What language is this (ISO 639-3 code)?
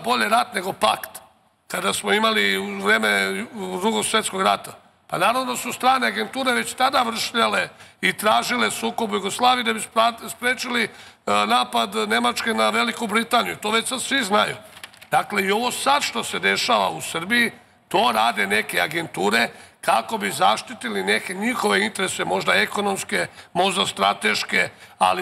srp